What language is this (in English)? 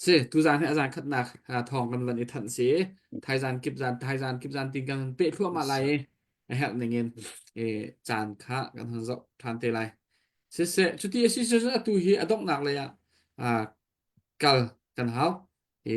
Hakha Chin